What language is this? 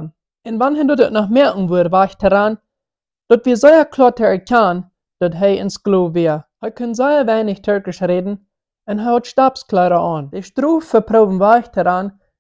Plautdietsch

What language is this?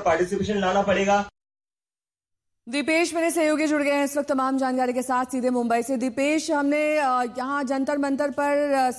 Hindi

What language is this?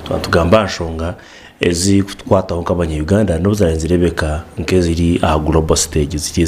Nyankole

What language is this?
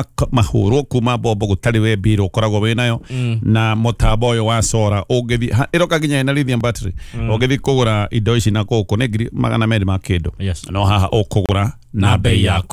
Kikuyu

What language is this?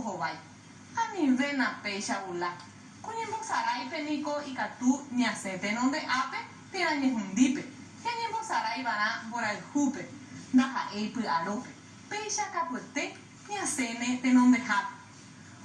Guarani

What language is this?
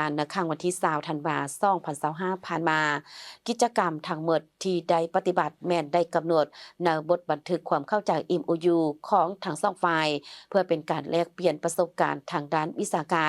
Lao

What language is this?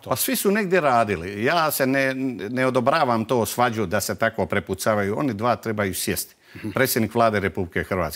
Croatian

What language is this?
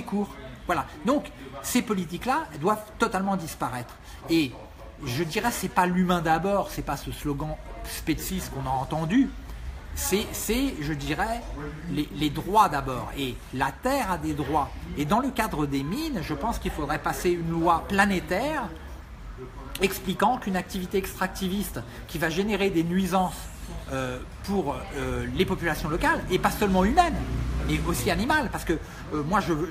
French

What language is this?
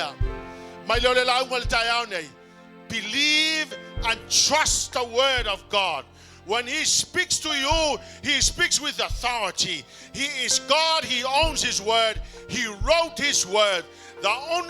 Samoan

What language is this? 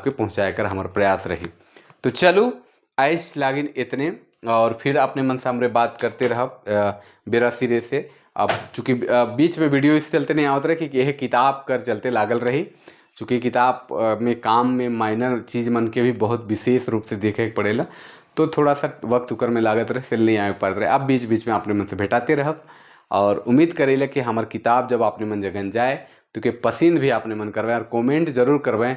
Sadri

